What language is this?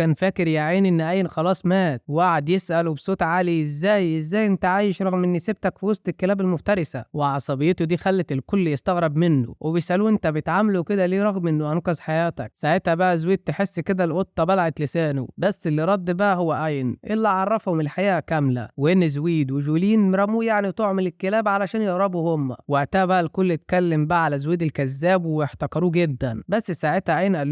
Egyptian Arabic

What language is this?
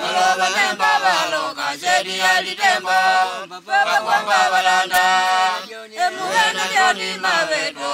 Makonde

